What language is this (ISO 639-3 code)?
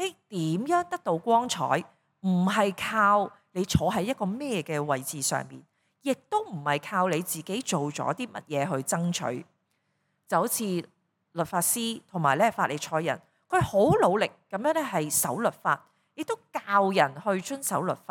yue